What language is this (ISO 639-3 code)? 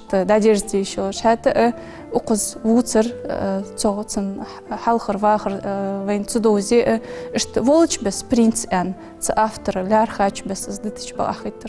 inh